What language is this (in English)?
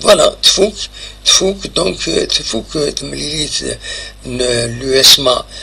Kabyle